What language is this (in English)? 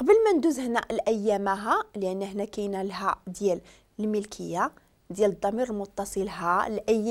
Moroccan Arabic